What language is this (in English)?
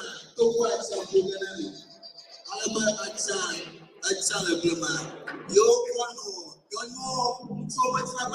Ewe